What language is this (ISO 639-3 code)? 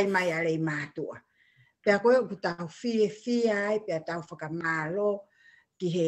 ton